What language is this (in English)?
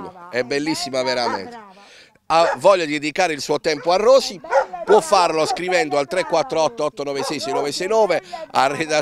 Italian